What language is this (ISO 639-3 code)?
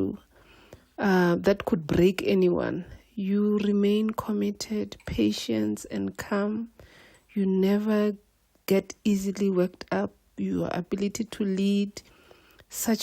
ven